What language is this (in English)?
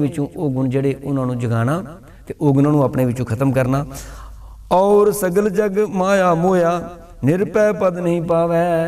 Punjabi